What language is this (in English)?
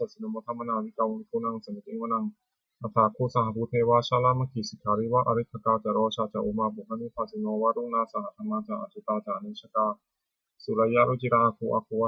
Pali